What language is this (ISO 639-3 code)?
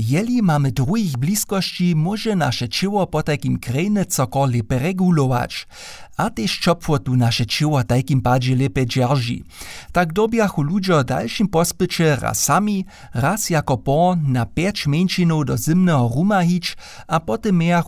hsb